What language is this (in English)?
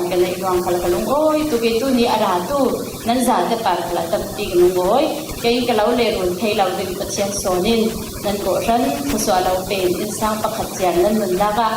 Falam Chin